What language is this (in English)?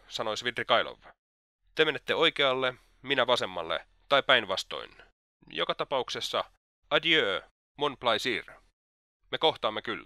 Finnish